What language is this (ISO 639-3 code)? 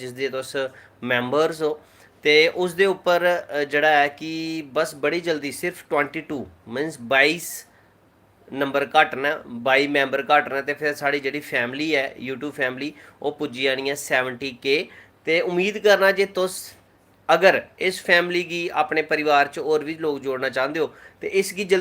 doi